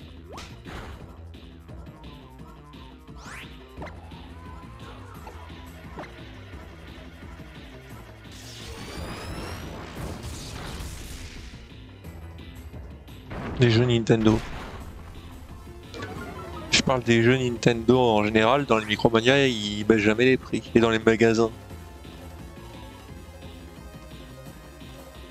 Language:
French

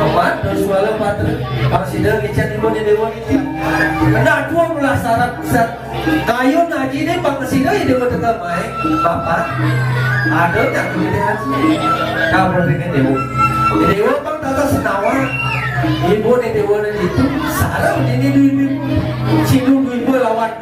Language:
Balinese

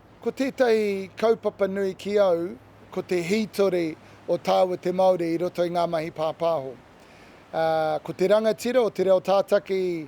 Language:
Māori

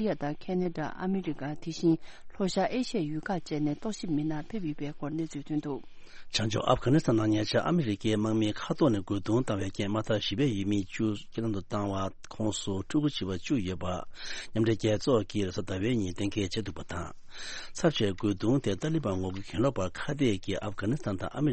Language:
Tibetan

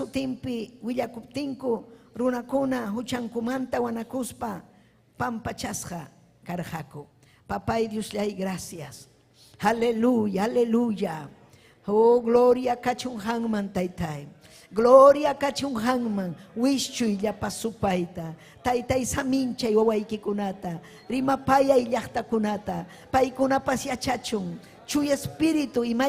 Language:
Ayacucho Quechua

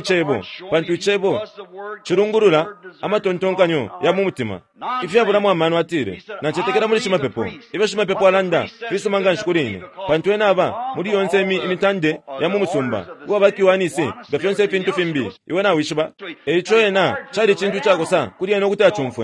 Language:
Bemba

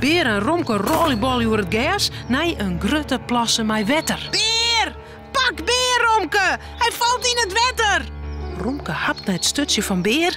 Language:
Western Frisian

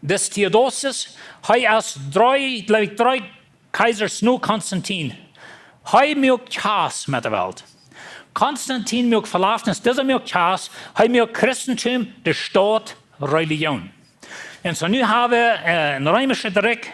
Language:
Plautdietsch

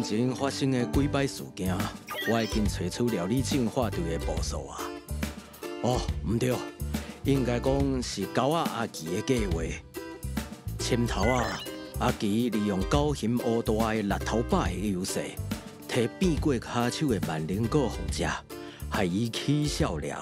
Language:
Min Nan Chinese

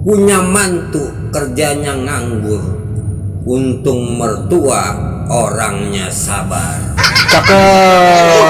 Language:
Betawi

